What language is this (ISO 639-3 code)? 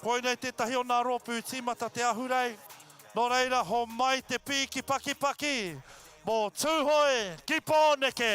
mri